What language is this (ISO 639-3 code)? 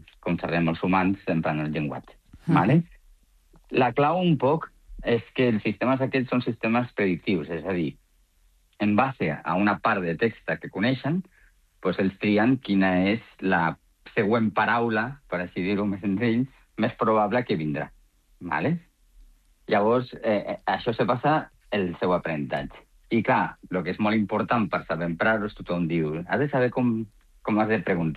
cat